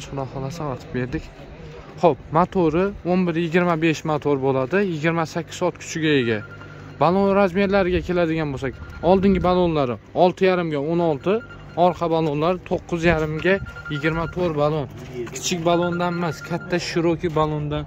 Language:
Uzbek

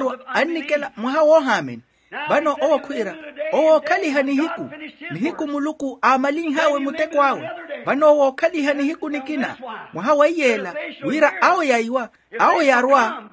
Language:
Makhuwa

